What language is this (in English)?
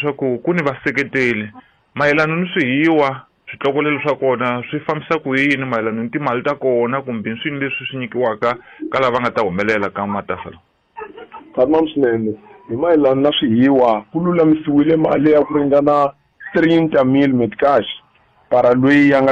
Tsonga